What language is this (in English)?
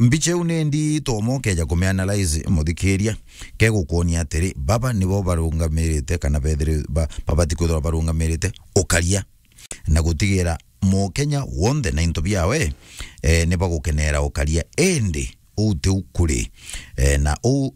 Meru